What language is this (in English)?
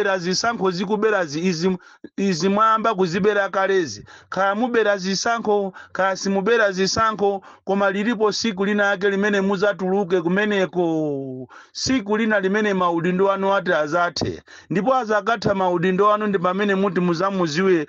Nyanja